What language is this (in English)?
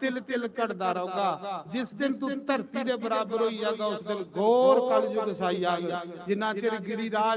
Dogri